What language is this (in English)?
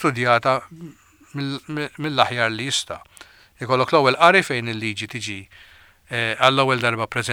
Maltese